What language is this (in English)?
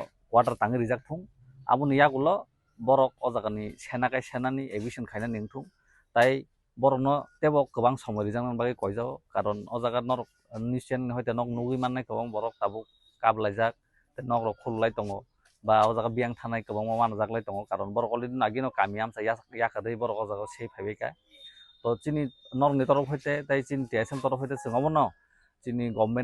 Kok Borok